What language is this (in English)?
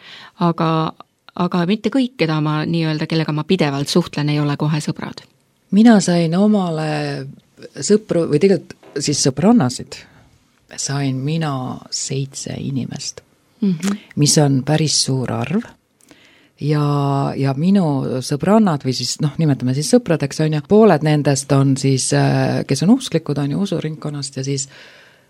Estonian